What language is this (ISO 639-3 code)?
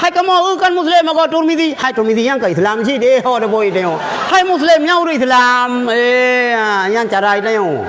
ace